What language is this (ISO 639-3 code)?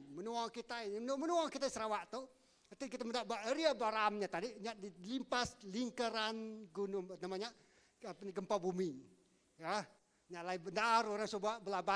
iba